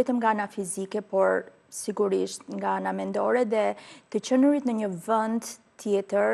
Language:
Albanian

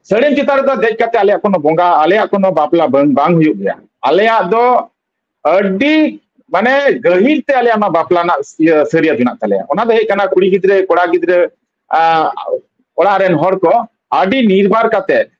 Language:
Santali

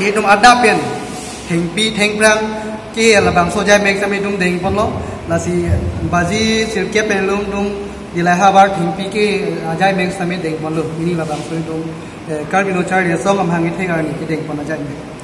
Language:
Karbi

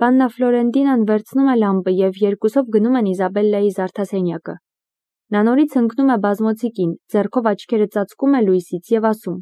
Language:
Armenian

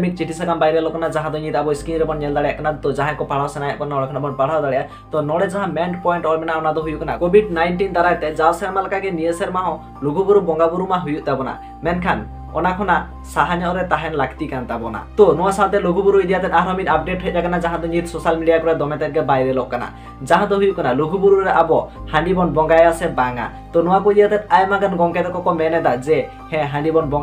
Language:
Santali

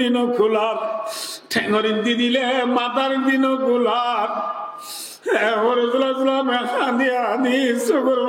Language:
Rohingya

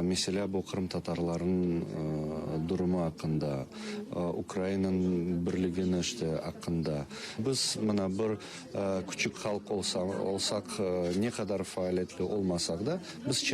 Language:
Crimean Tatar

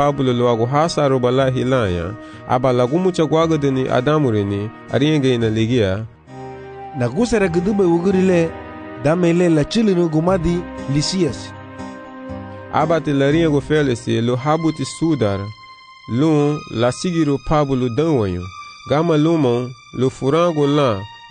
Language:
Garifuna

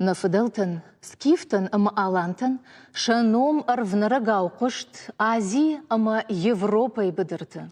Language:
Ossetic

